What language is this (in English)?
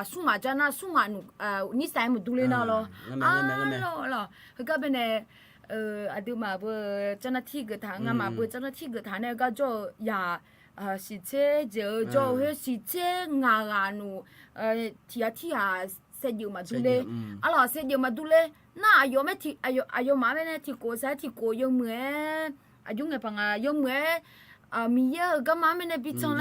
Akha